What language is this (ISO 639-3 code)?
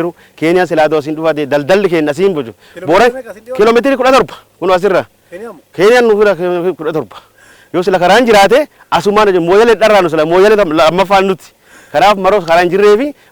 orm